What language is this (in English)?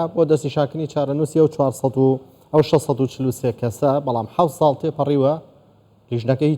Central Kurdish